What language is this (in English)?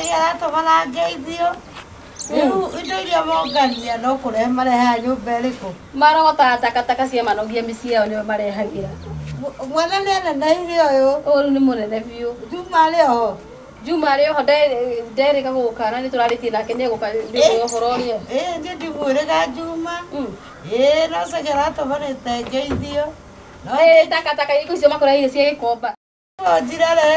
Kikuyu